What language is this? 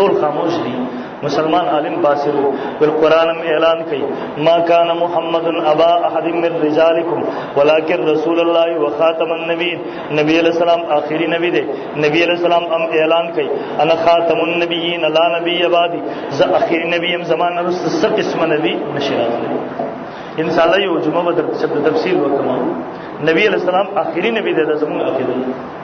Pashto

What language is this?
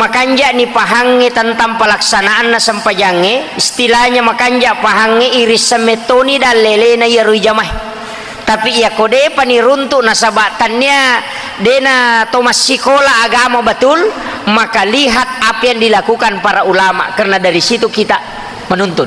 Buginese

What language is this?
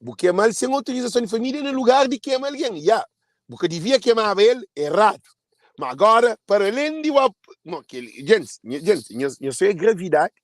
Kabuverdianu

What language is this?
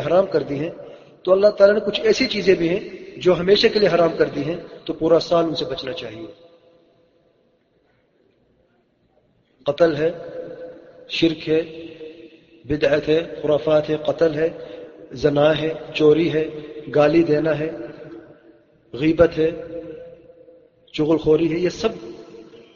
Urdu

